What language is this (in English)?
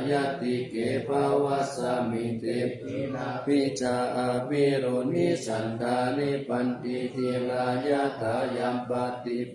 Pali